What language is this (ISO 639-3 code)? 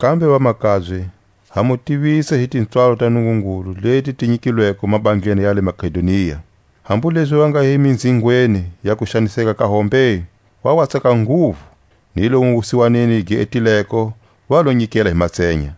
tsc